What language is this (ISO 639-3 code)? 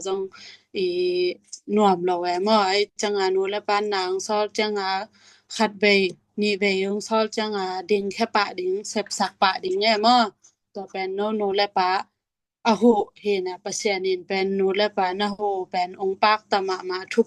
ctd